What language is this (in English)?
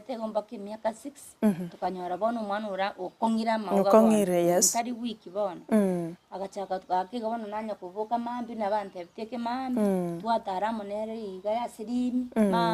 Gusii